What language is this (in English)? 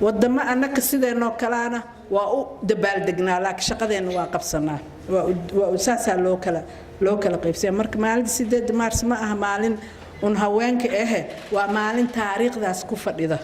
Somali